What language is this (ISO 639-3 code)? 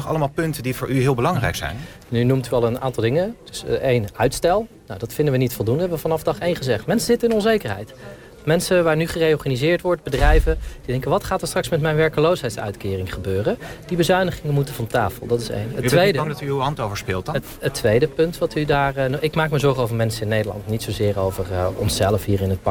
nld